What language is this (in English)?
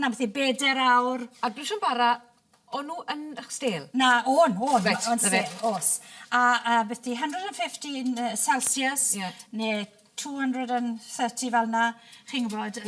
Welsh